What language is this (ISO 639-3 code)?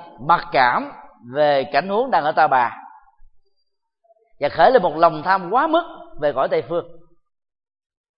vie